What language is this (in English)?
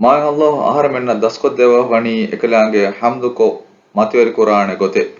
Divehi